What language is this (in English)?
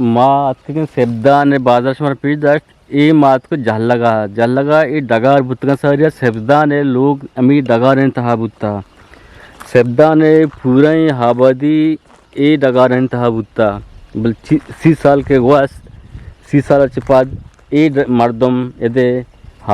Eastern Balochi